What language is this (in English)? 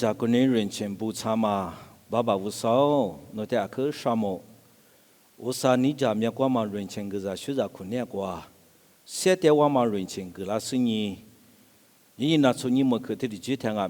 Lisu